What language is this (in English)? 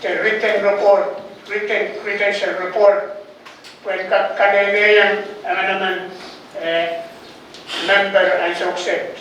Pohnpeian